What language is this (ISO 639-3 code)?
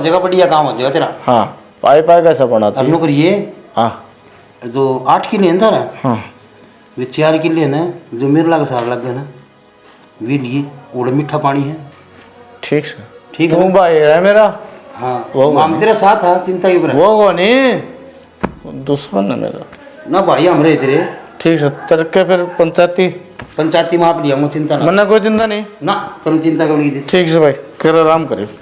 bgc